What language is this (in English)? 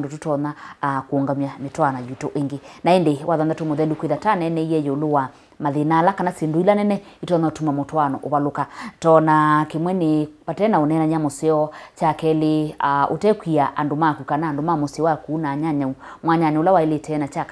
Kamba